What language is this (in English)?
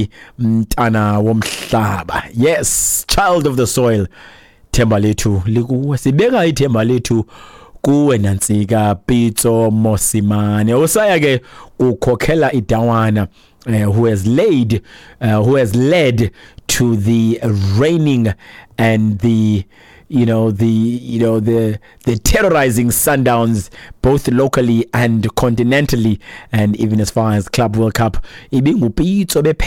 Xhosa